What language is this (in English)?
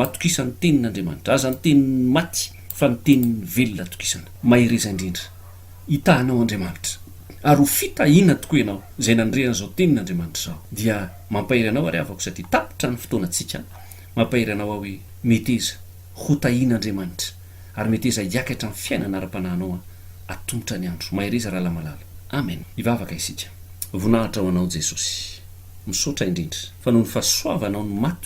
Malagasy